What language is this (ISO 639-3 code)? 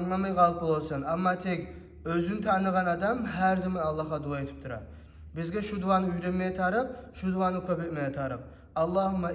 kum